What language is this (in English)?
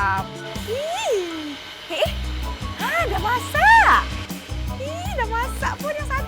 Betawi